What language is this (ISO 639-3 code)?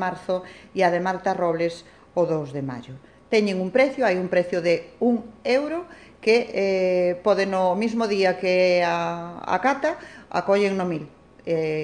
glg